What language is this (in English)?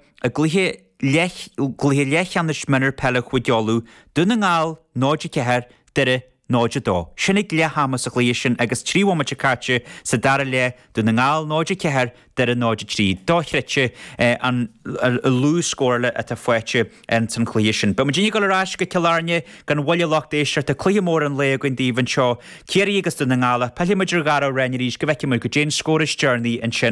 Irish